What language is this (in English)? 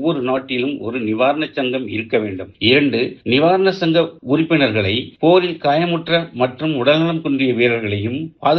Tamil